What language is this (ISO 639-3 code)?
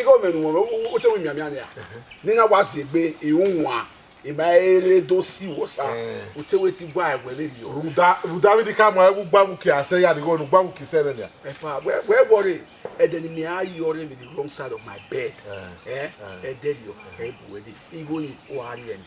bin